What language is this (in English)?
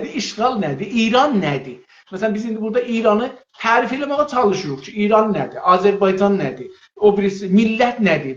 South Azerbaijani